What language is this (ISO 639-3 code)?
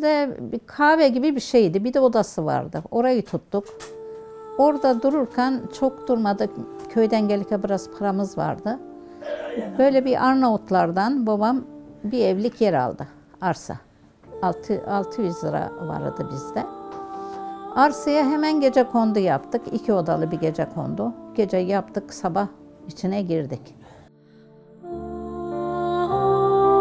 tur